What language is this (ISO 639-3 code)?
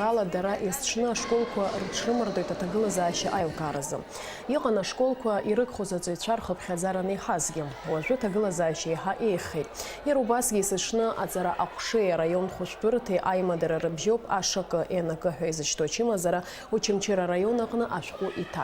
abk